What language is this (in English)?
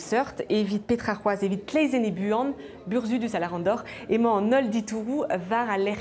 Breton